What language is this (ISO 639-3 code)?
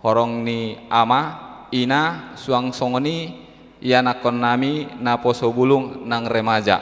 bbc